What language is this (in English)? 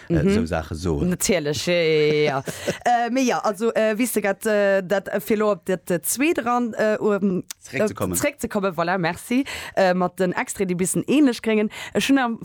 Luxembourgish